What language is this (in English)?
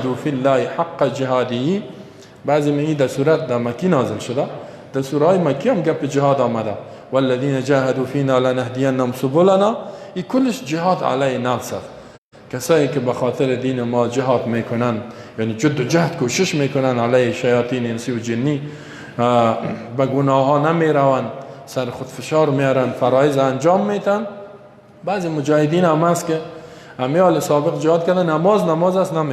Persian